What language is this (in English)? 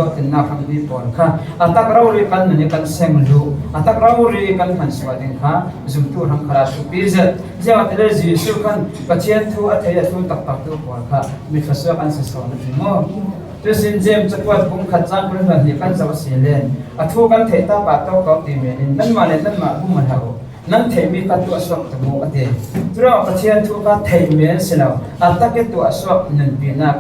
Falam Chin